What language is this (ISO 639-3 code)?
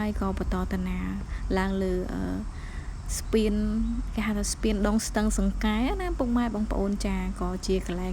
khm